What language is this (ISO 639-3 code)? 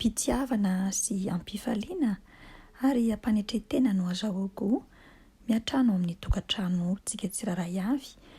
mlg